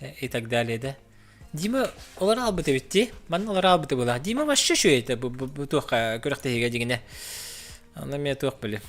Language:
Yakut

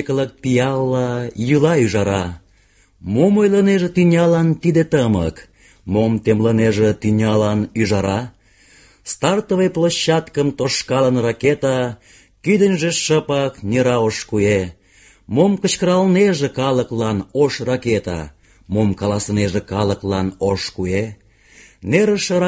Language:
Mari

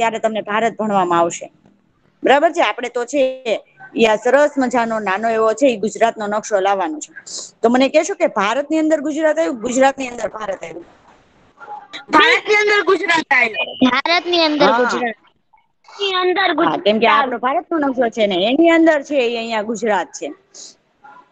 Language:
Gujarati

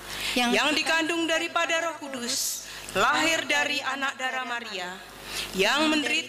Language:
Indonesian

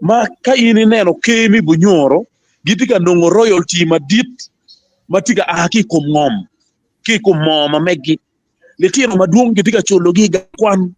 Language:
Acoli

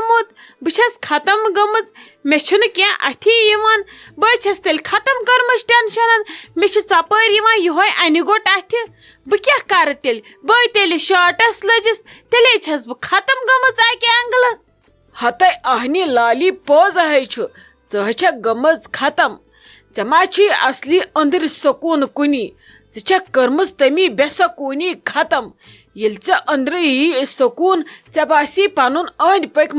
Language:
Kashmiri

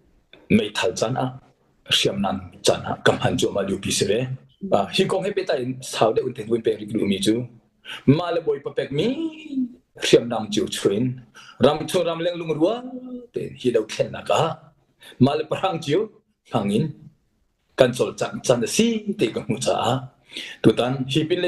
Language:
Hakha Chin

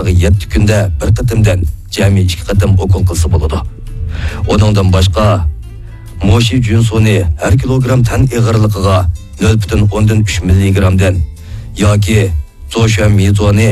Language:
Uyghur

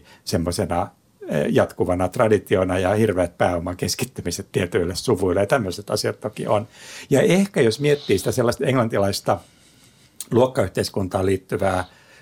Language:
Finnish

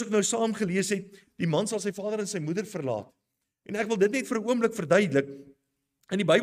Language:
Afrikaans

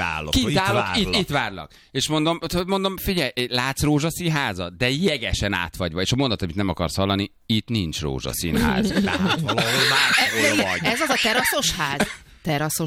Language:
Hungarian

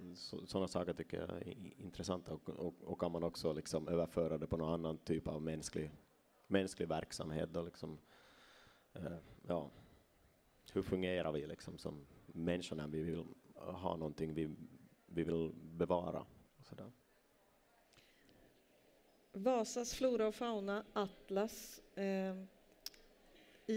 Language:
Swedish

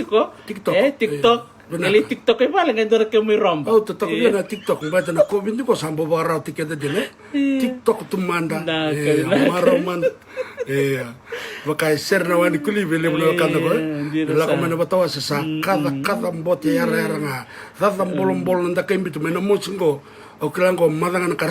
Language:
Fijian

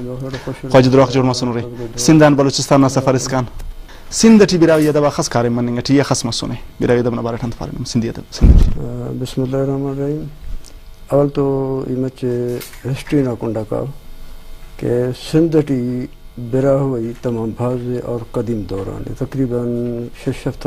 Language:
Brahui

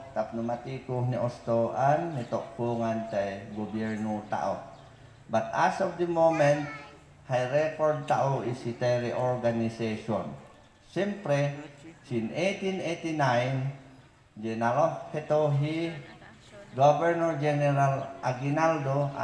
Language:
Mayoyao Ifugao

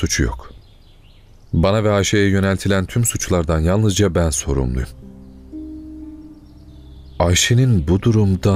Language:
Turkish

